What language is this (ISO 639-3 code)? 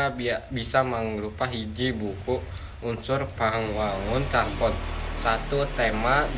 sun